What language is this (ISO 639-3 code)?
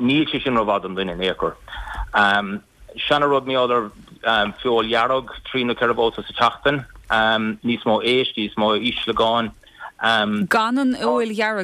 gle